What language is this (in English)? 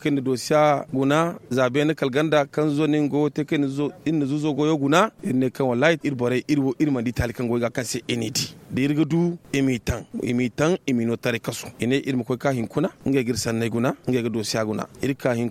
Zarma